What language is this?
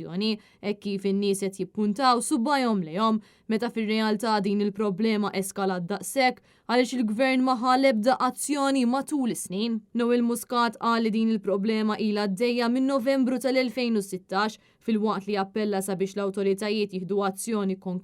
Maltese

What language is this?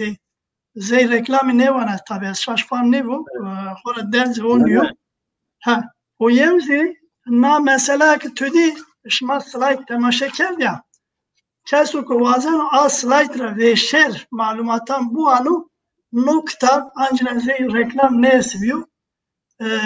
Zaza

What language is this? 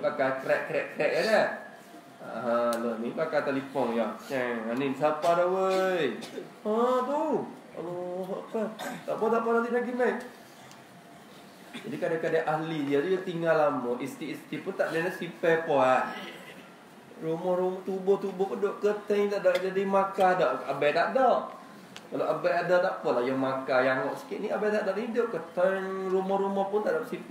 Malay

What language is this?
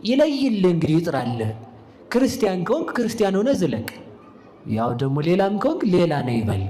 Amharic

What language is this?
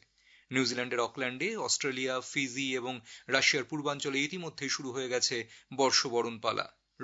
Bangla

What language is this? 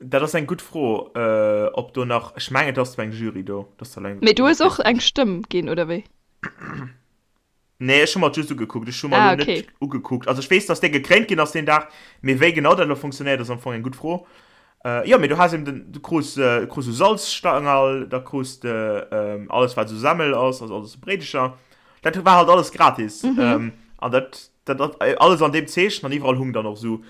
Luxembourgish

